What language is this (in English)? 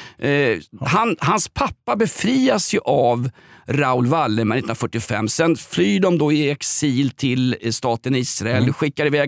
Swedish